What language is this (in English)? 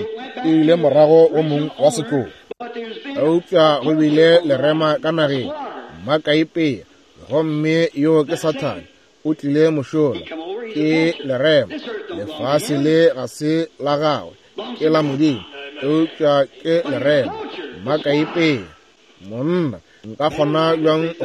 Northern Sotho